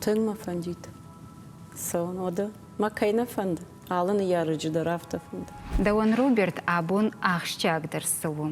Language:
Ossetic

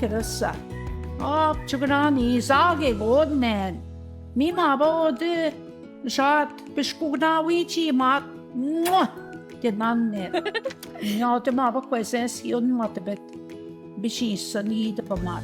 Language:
Central Ojibwa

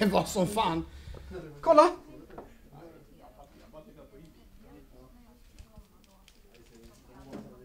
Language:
Swedish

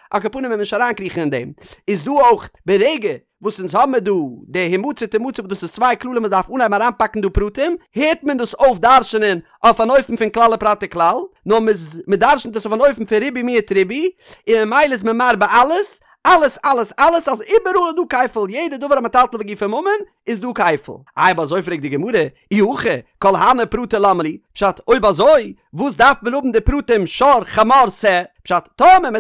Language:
Yiddish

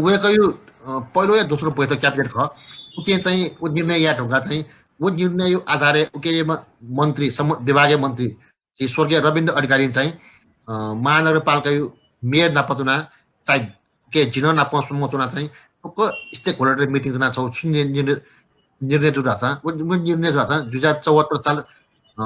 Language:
Newari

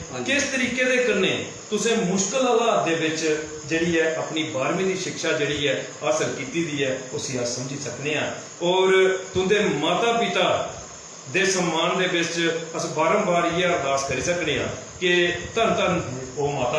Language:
Dogri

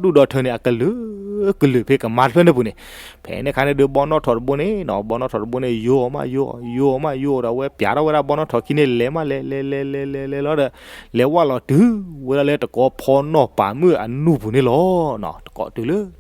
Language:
S'gaw Karen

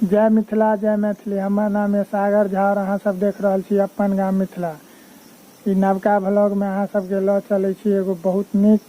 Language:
Maithili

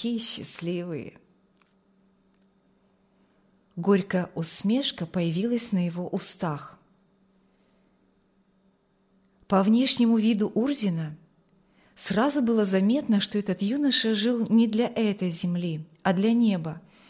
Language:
Russian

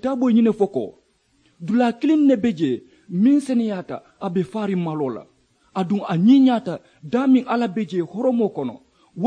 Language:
Mandingo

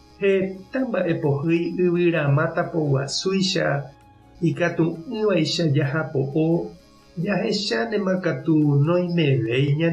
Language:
Guarani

